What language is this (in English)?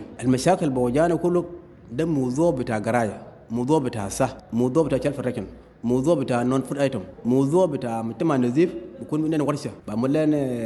Sudanese Arabic